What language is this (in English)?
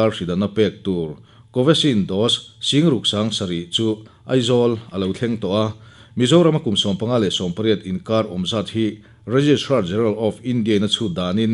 Mizo